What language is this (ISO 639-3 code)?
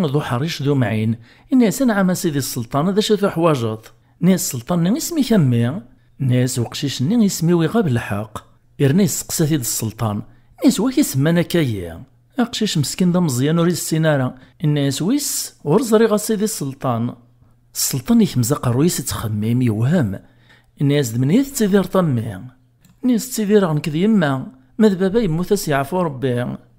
kab